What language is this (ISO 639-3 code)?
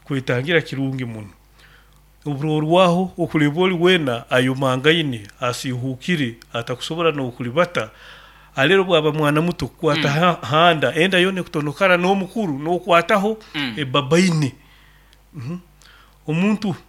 nyo